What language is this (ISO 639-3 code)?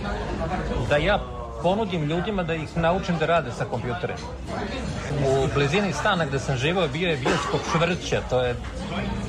srp